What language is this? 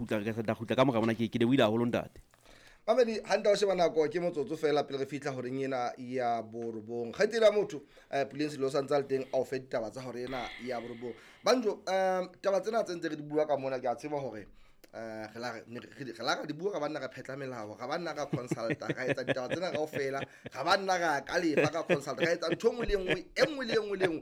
Southern Sotho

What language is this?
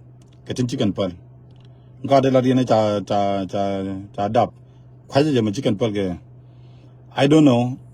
Nuer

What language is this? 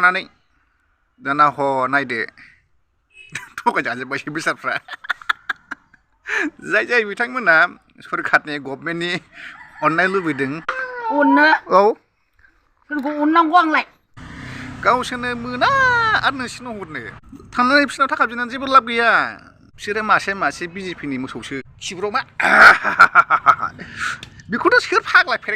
Bodo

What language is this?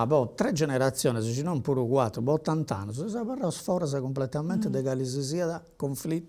Sardinian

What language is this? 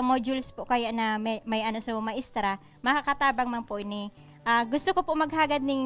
Bikol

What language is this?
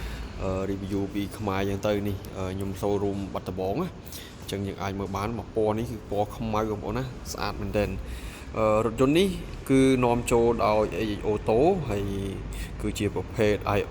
Khmer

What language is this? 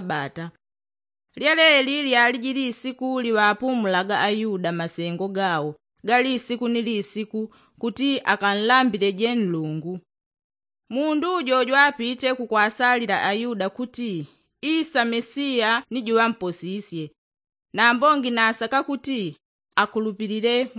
Yao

